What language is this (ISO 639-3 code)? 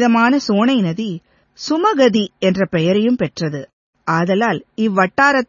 tam